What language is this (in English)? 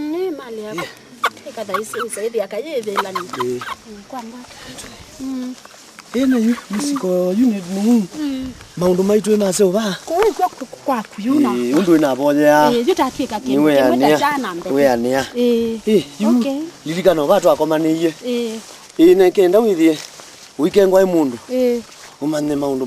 Kamba